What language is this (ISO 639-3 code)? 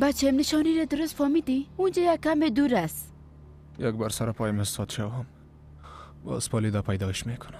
fas